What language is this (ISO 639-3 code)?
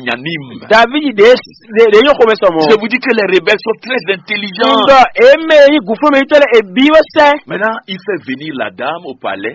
fon